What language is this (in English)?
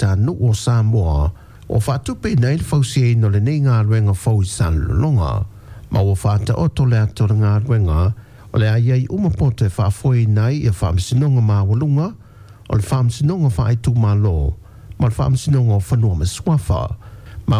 Samoan